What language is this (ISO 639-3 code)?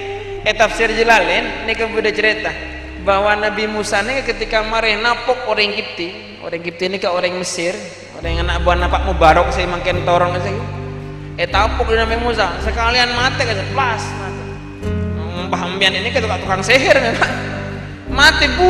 mad